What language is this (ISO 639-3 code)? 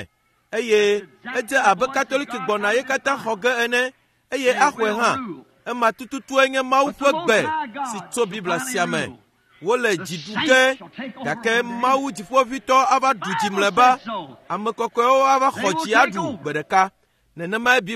ewe